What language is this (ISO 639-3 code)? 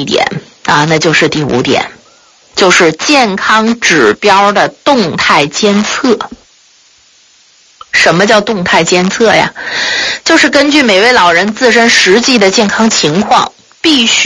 zho